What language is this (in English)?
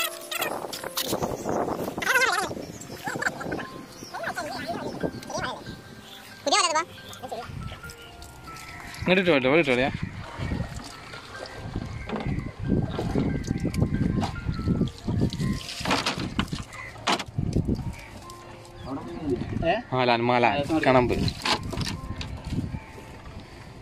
Malayalam